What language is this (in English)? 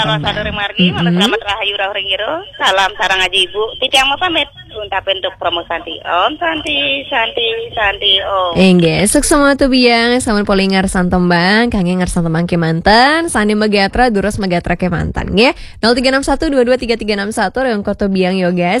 Balinese